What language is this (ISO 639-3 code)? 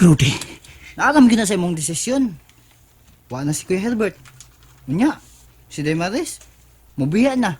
ceb